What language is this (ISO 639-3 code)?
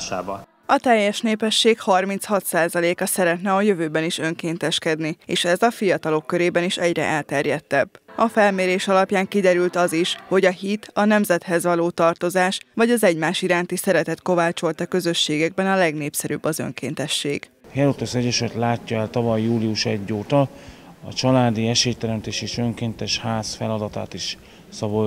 hun